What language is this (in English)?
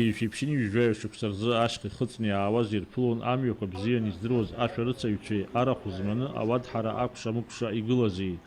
Abkhazian